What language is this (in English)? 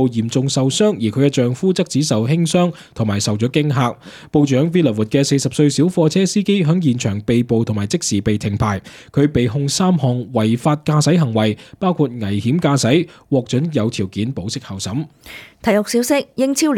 Cantonese